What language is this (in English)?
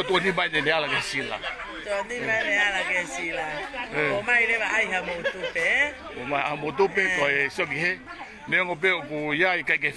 Tongan